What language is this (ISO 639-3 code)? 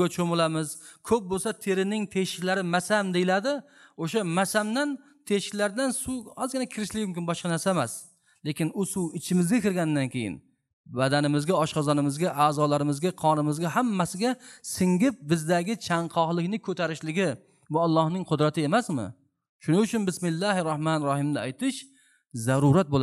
uzb